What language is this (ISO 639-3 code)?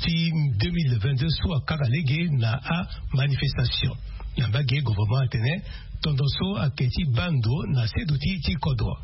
sag